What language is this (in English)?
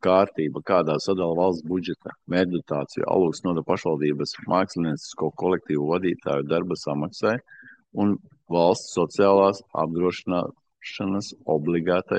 Latvian